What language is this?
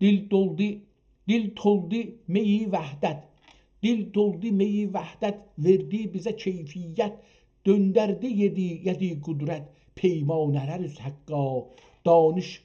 South Azerbaijani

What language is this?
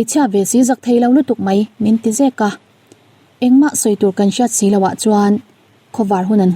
Mizo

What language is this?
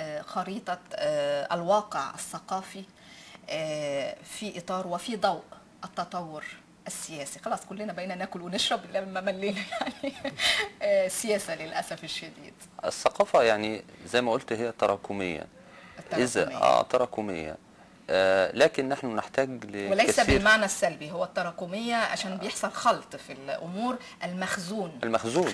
Egyptian Arabic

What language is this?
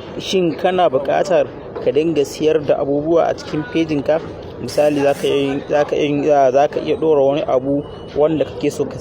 Hausa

